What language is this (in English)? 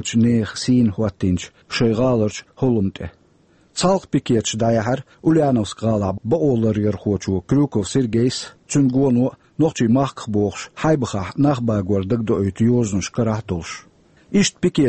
Chechen